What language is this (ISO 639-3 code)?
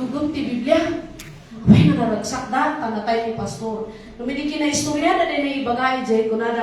ilo